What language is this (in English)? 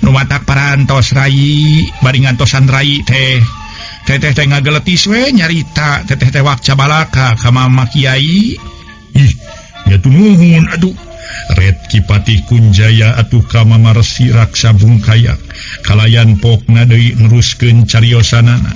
Sundanese